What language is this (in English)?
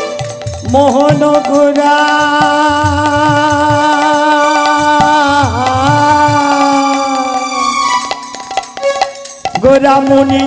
Bangla